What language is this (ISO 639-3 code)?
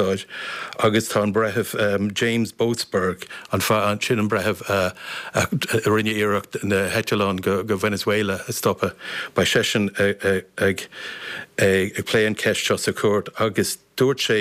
gle